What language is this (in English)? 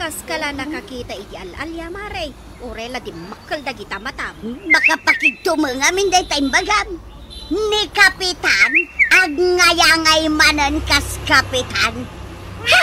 Iloko